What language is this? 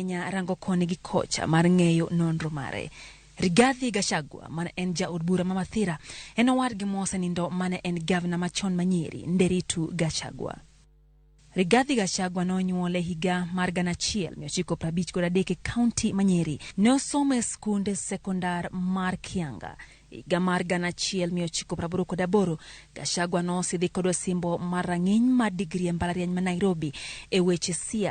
Luo (Kenya and Tanzania)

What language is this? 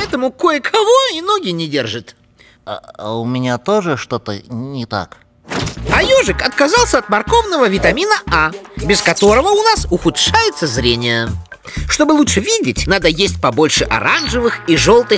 Russian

